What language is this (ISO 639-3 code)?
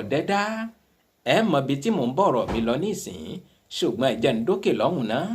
yor